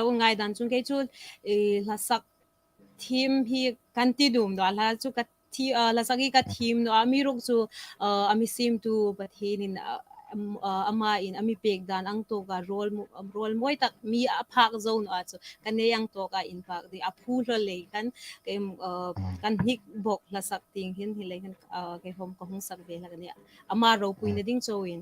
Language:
Hmar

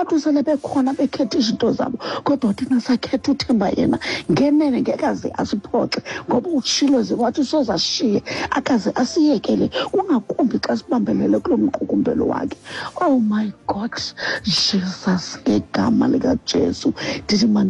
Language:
Xhosa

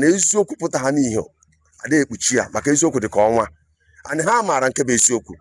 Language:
Igbo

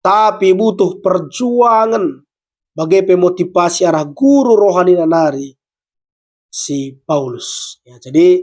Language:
Batak Karo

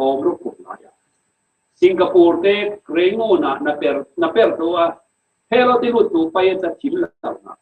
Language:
Falam Chin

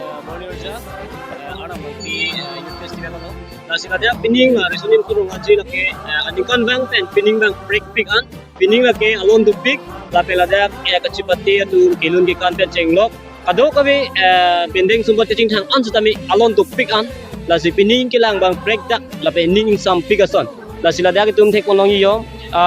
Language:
Karbi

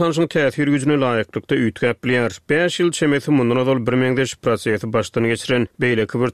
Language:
Turkmen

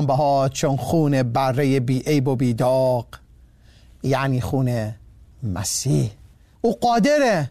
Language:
Persian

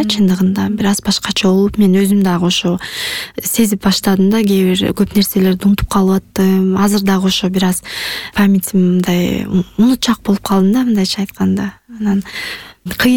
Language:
Kyrgyz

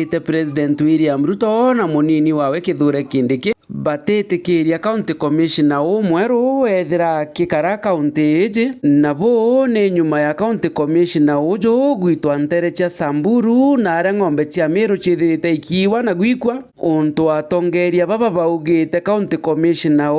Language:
Meru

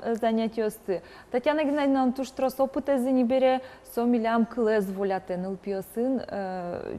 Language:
Udmurt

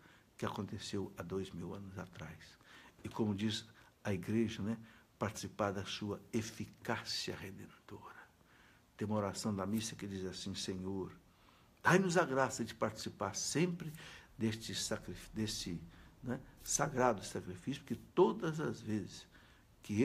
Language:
Portuguese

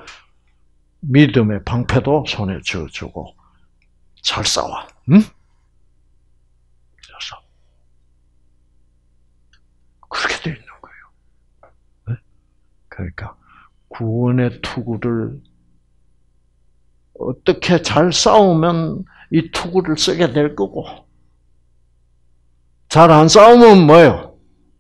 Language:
Korean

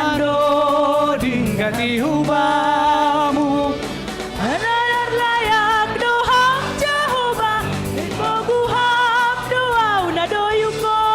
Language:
Batak Simalungun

